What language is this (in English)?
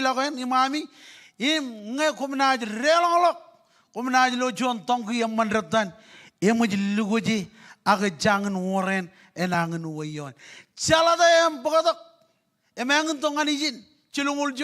Marshallese